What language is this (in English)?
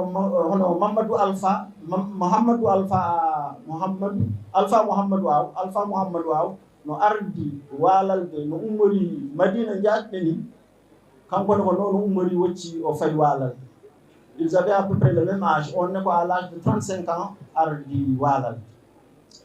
Fula